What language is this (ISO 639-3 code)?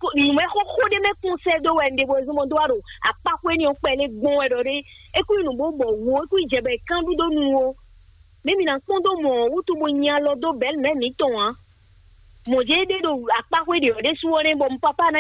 fon